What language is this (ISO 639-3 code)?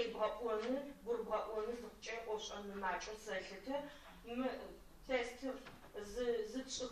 ady